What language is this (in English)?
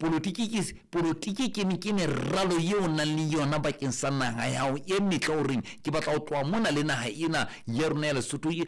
Southern Sotho